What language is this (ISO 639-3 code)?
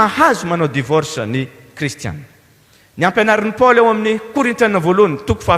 mlg